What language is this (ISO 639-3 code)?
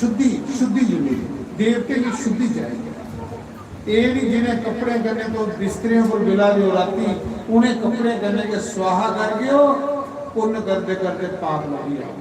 doi